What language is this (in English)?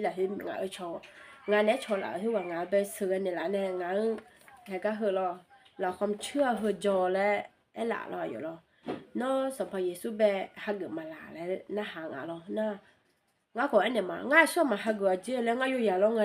Akha